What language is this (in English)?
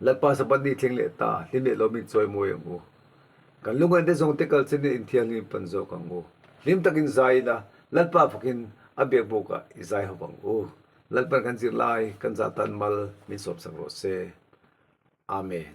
Mizo